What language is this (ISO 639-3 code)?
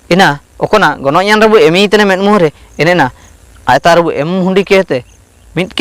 hoc